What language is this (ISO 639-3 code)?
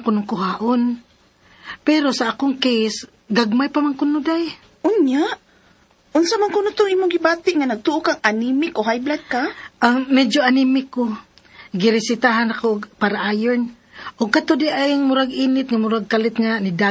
ceb